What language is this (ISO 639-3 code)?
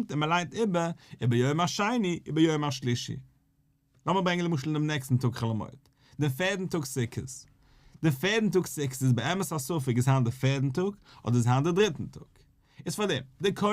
yid